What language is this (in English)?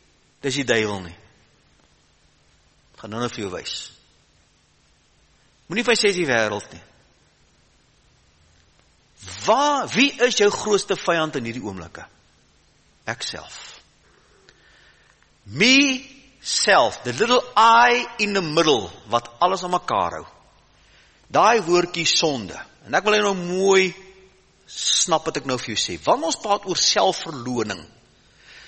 Afrikaans